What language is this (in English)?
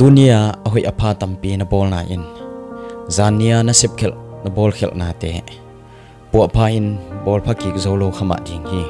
Tedim Chin